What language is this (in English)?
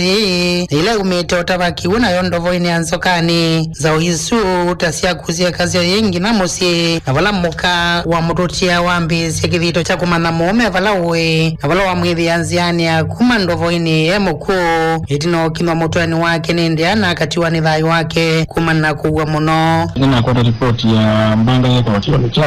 Kamba